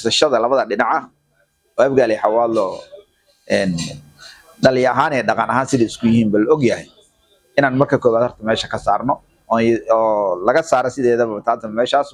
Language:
Somali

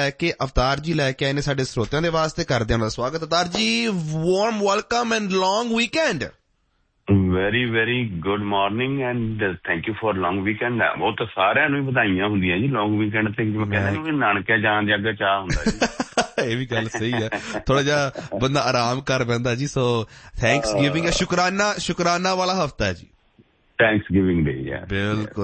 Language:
Punjabi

